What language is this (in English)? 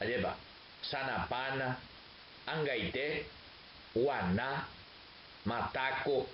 Guarani